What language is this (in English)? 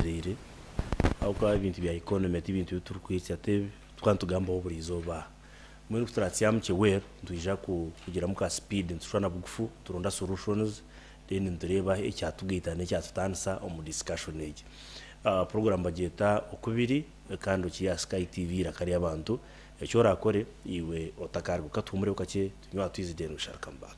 Nyankole